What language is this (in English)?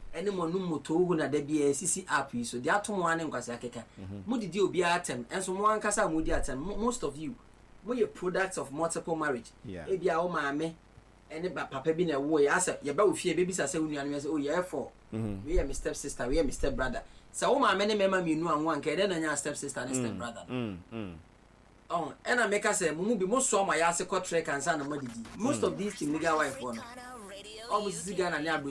Akan